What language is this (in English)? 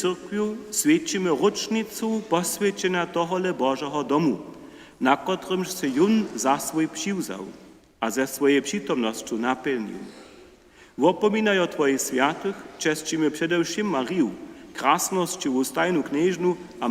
Upper Sorbian